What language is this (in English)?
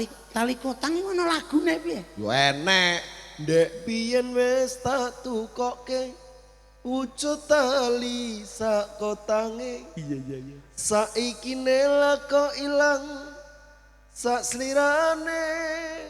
Javanese